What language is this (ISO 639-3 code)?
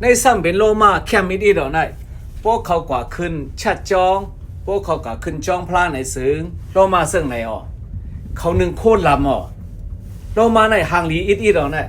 shn